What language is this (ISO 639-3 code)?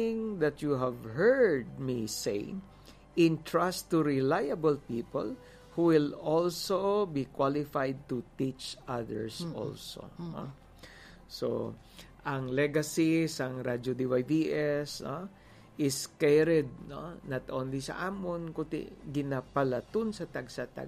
hil